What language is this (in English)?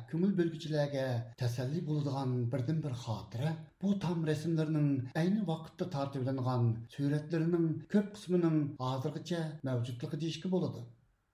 Uyghur